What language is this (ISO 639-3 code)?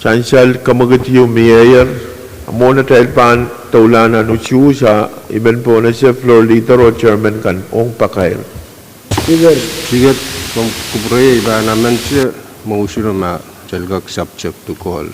pon